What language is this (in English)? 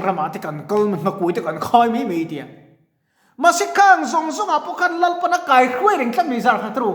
Mizo